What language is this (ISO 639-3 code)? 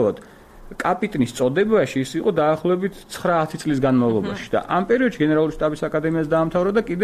kat